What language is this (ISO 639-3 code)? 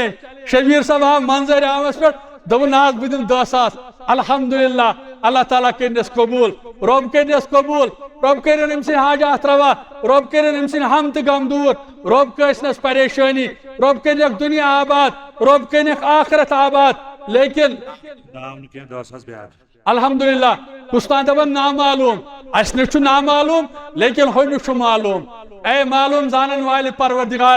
kas